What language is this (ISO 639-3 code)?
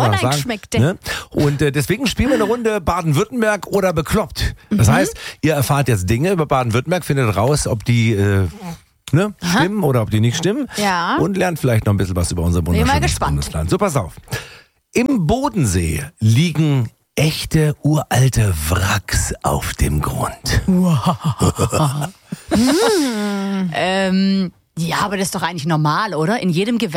deu